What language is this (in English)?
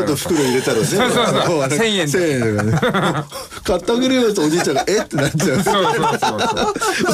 Japanese